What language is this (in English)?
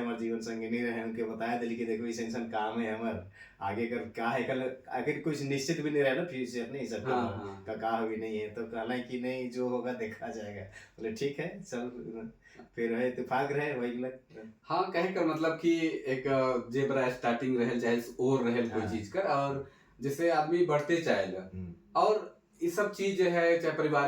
Sadri